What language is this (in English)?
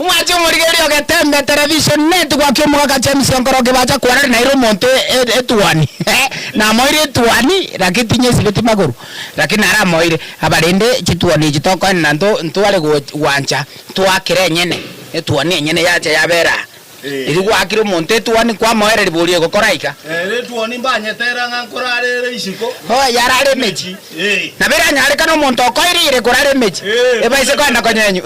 Gusii